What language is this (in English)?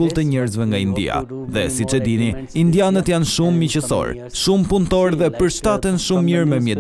Albanian